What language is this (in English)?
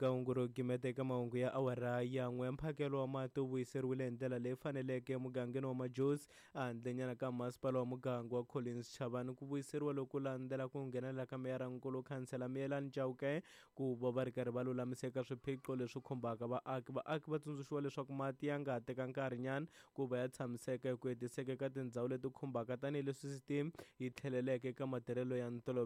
Tsonga